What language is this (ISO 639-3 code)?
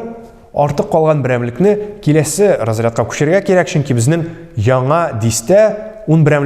tat